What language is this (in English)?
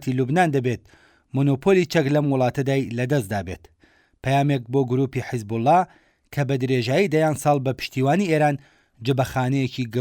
Central Kurdish